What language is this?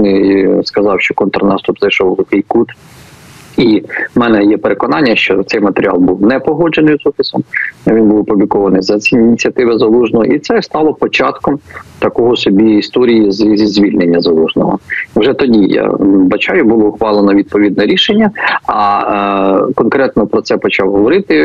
Ukrainian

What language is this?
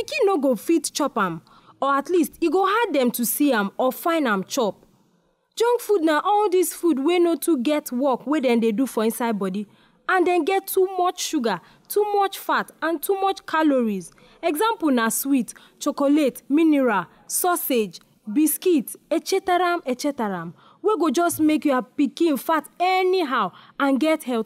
Nigerian Pidgin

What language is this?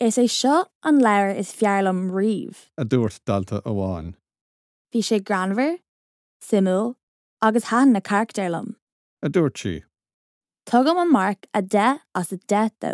Irish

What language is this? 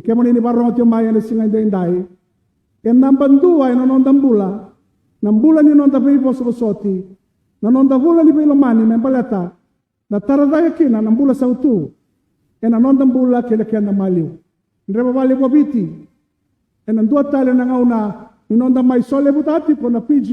Fijian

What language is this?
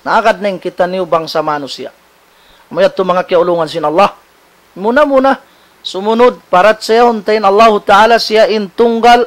Tausug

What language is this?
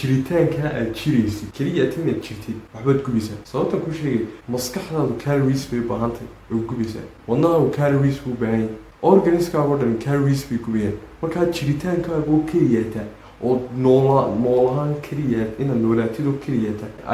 Somali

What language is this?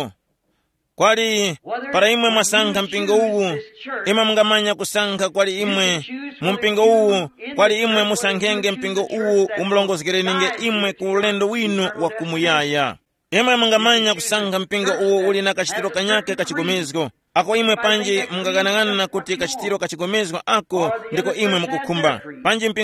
Tumbuka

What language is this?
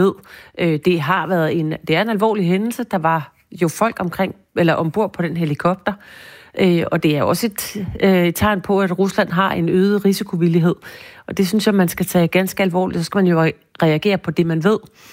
Danish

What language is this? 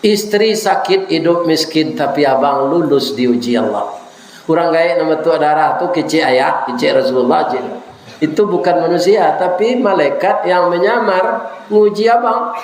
Minangkabau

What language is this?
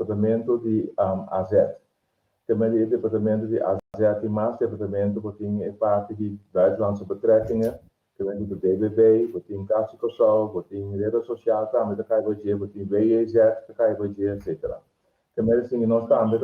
Papiamento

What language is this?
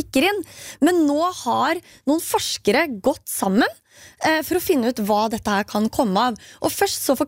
Norwegian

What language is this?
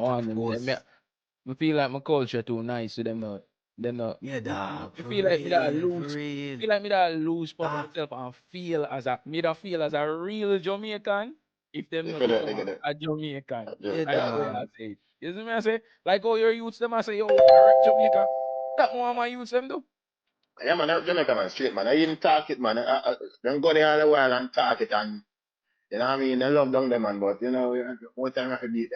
Jamaican Creole English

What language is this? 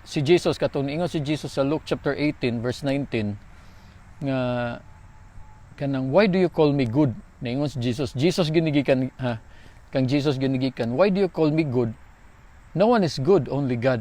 Cebuano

